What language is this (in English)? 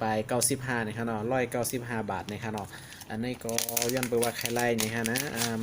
Shan